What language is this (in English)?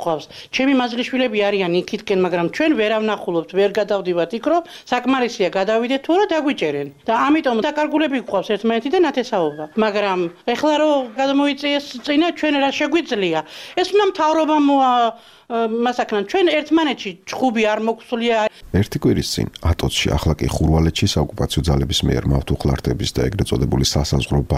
Georgian